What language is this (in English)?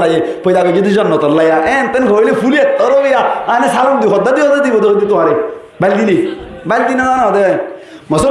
Rohingya